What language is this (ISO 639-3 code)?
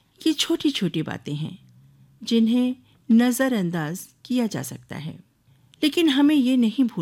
hin